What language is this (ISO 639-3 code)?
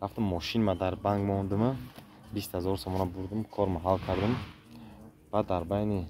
tgk